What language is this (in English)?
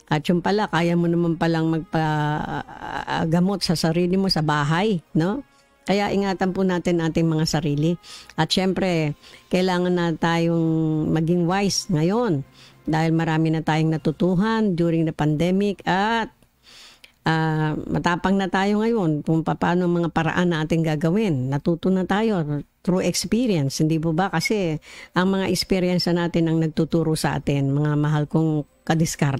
Filipino